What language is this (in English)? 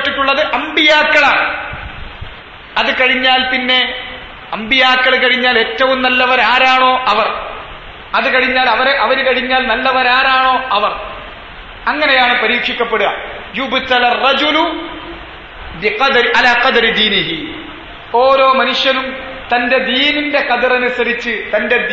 Malayalam